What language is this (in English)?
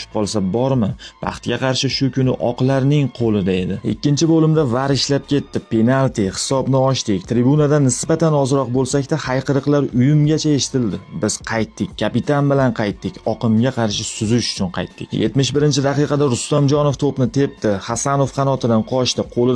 Uzbek